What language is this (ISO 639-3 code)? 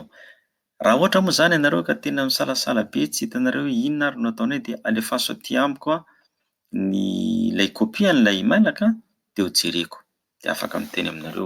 mlg